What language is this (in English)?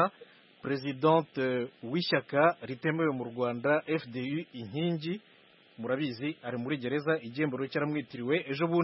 Kinyarwanda